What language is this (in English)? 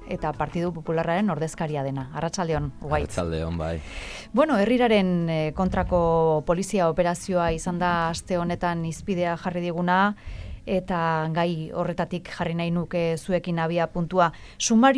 Basque